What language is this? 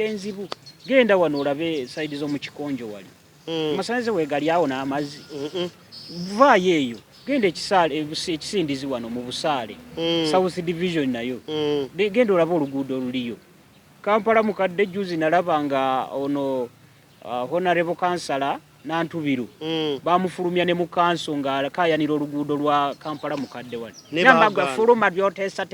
Ganda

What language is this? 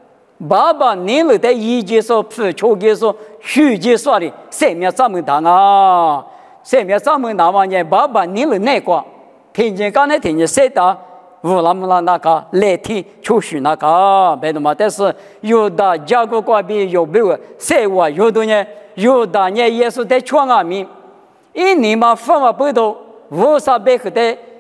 Lisu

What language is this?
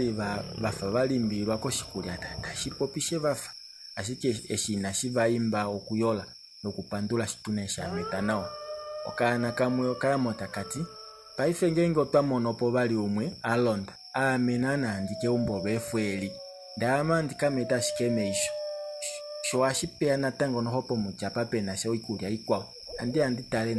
Kuanyama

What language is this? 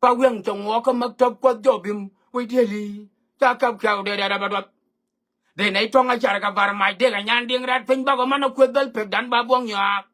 Nuer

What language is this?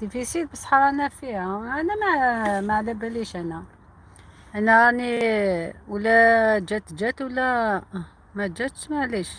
Algerian Arabic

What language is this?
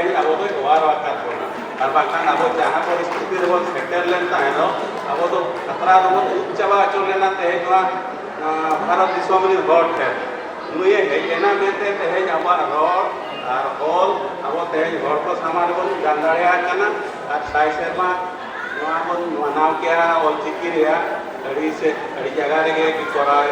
Santali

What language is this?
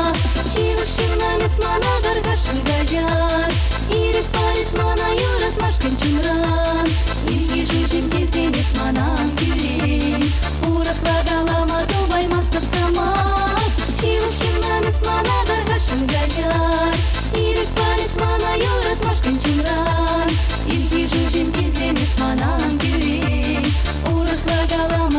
Chuvash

